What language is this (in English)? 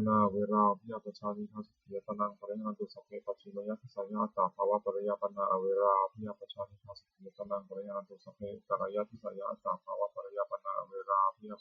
Pali